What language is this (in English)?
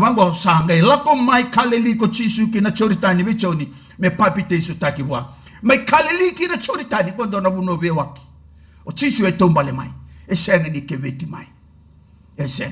Fijian